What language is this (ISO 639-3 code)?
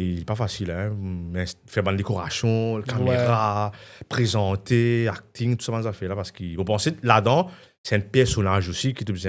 mfe